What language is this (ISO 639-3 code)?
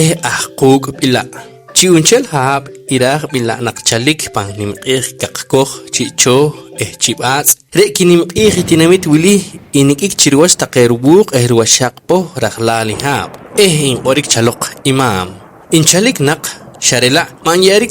poh